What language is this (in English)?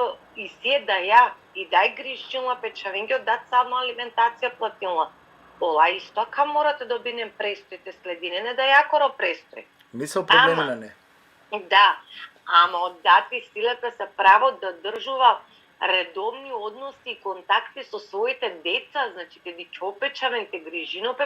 Balkan Romani